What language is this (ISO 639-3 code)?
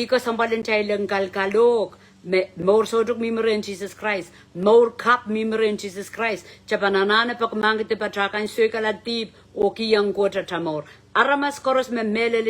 pon